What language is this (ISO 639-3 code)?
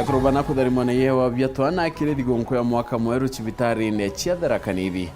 mer